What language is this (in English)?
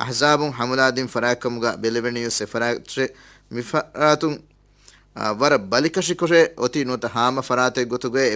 Divehi